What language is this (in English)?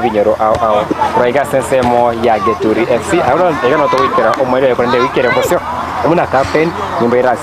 Gusii